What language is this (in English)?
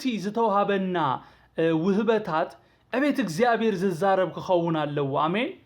Tigrinya